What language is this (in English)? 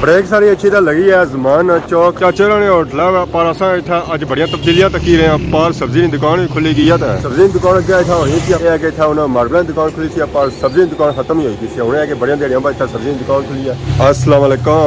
Pahari-Potwari